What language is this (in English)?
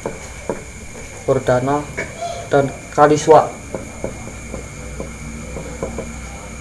Indonesian